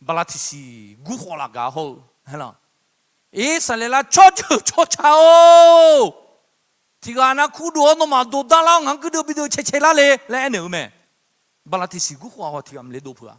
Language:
Akha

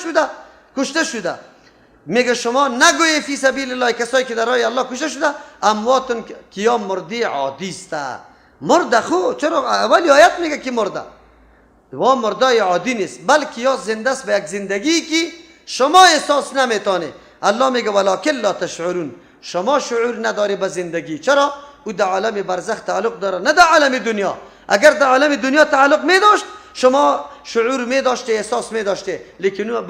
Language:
Persian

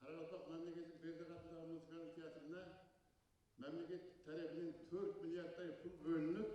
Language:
Kara-Kalpak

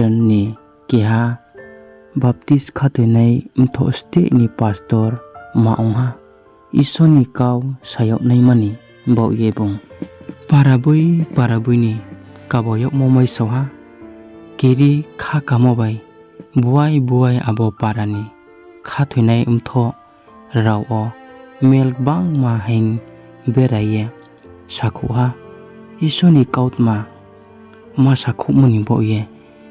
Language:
Riang (India)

